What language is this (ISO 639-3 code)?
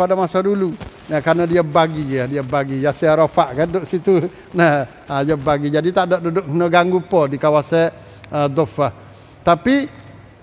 msa